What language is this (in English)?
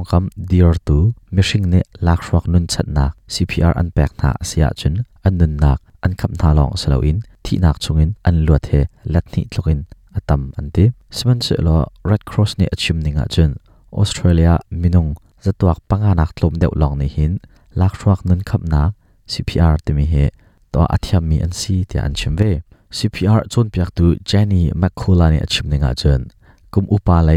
Hakha Chin